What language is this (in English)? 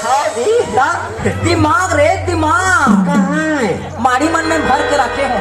Chhattisgarhi